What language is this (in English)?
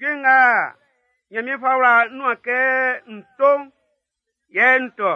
Baoulé